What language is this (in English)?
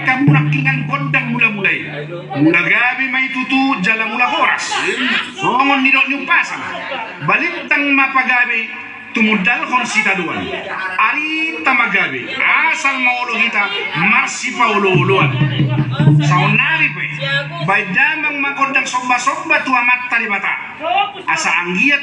Batak Toba